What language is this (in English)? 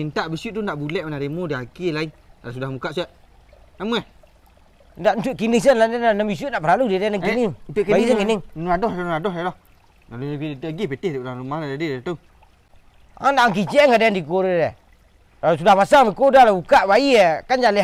Minangkabau